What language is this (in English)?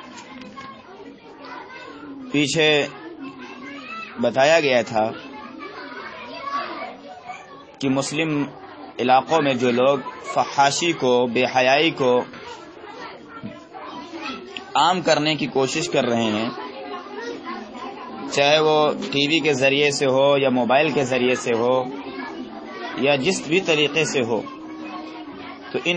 Urdu